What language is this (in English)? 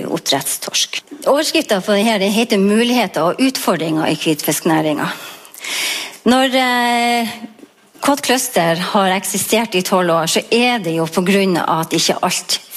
Norwegian